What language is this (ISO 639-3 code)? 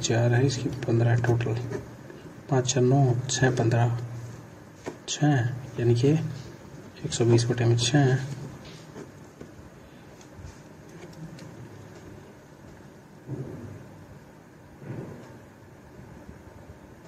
hin